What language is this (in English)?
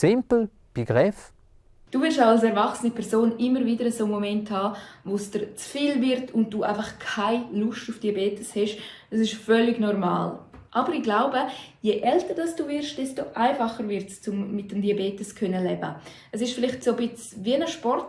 Romansh